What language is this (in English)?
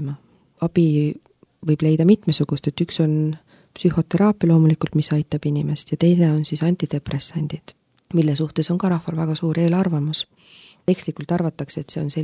Estonian